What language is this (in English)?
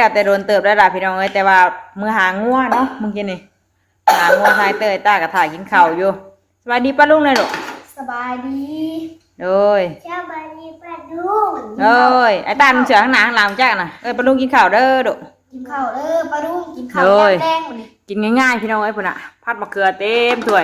Northeastern Thai